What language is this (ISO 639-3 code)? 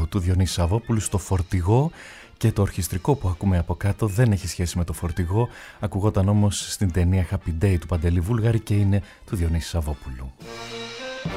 ell